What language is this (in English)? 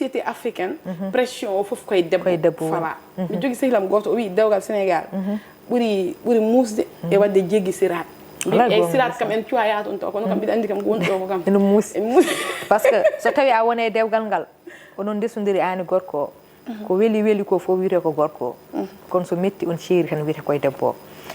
Fula